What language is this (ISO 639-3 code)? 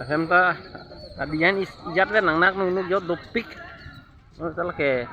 mjw